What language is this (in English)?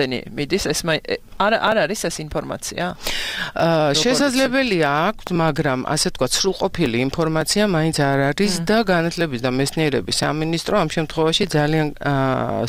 Georgian